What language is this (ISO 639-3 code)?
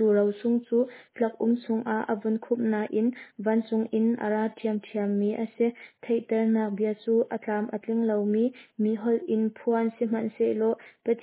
cnh